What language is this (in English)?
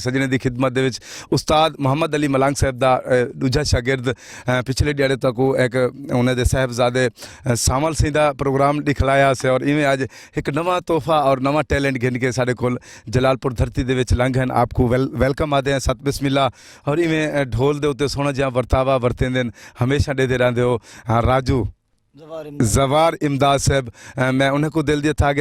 Saraiki